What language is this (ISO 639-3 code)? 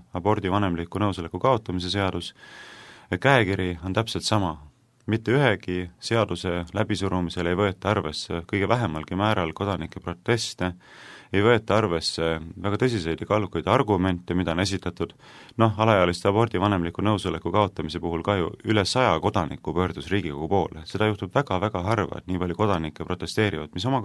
est